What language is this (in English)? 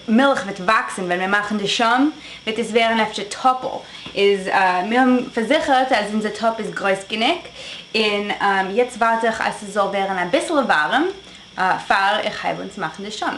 Yiddish